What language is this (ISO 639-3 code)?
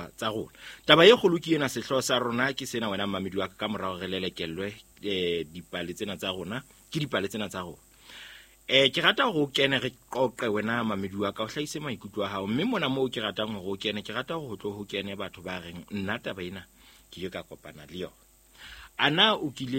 sot